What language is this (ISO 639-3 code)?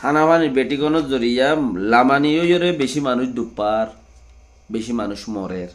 rhg